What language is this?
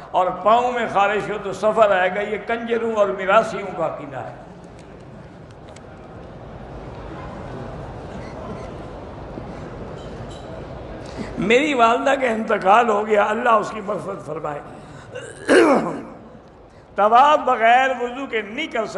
Urdu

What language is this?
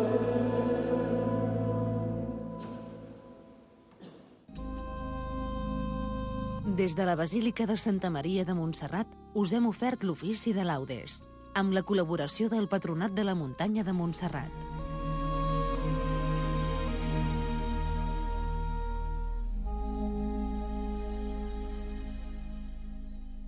Catalan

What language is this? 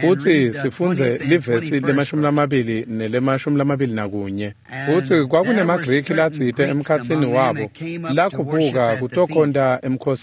Swati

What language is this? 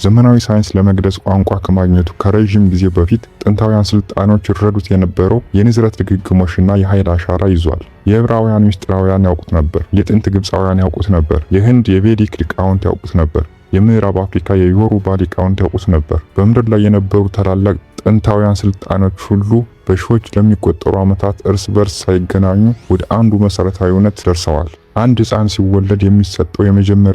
Amharic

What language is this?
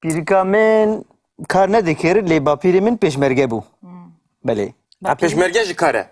Kurdish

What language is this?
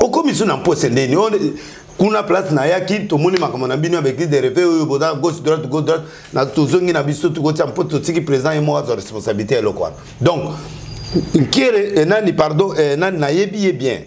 Lingala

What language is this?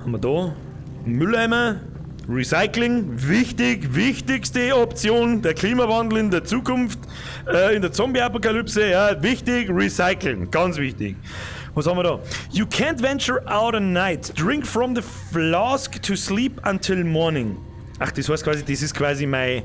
Bavarian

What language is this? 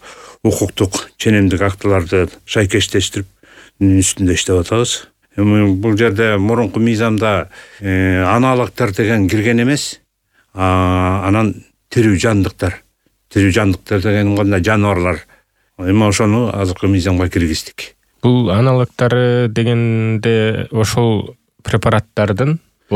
Kyrgyz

